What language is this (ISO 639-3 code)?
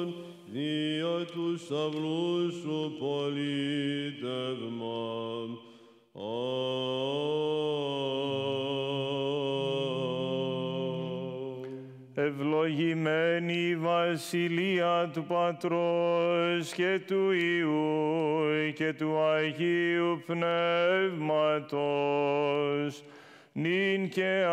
ell